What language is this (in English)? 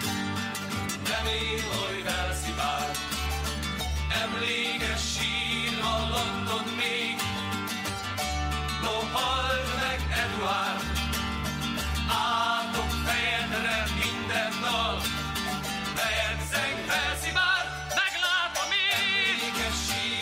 Hungarian